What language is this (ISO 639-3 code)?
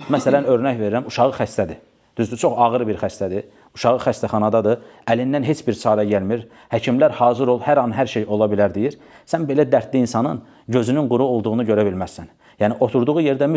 aze